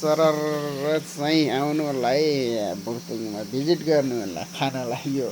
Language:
Nepali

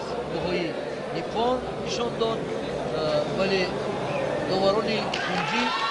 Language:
Tajik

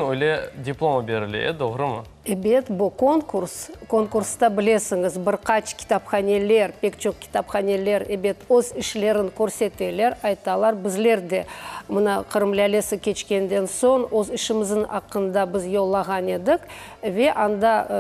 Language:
Crimean Tatar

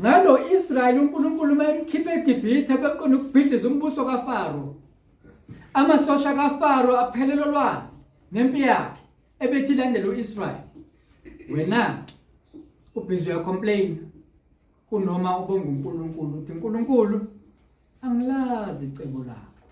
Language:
Zulu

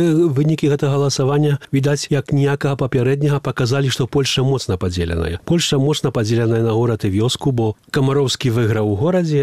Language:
Belarusian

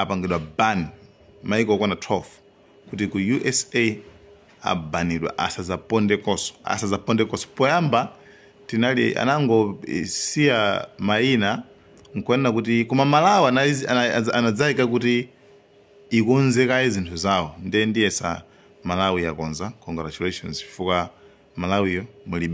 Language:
Nyanja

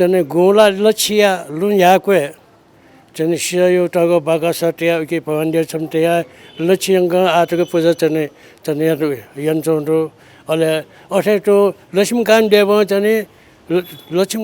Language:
Newari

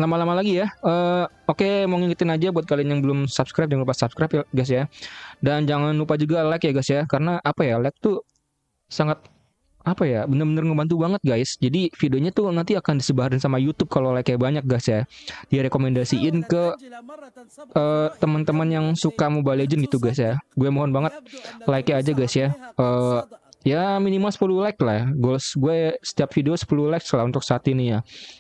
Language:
Indonesian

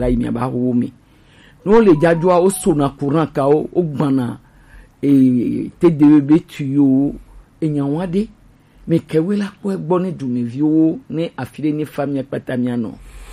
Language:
Gen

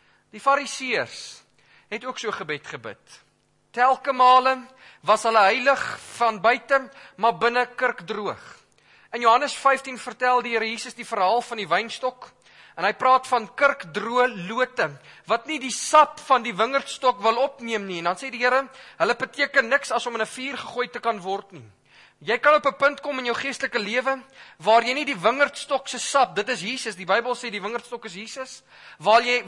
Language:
Afrikaans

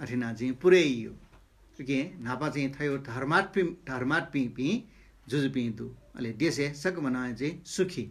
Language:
Newari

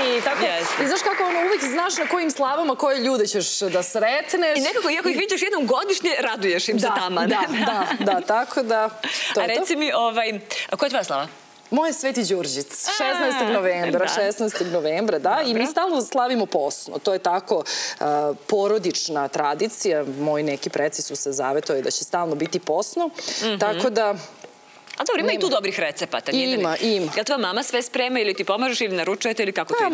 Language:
Serbian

